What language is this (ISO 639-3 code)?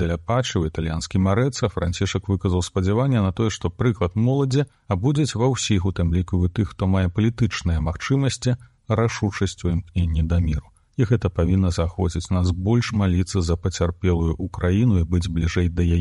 bel